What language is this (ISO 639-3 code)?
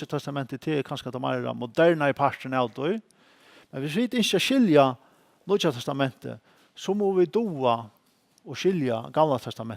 fao